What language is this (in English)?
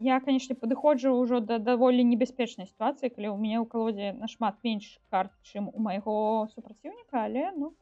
Belarusian